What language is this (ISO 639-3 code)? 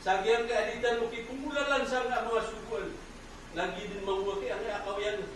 mrw